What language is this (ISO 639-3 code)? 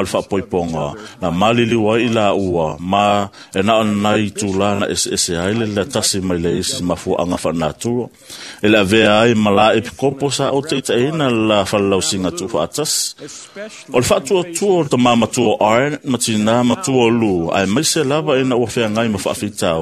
smo